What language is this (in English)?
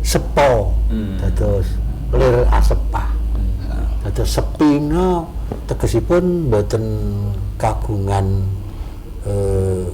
Javanese